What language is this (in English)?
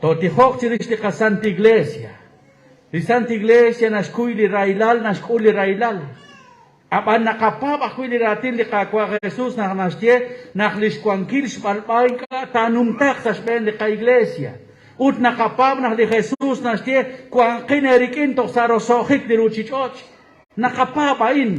Kekchí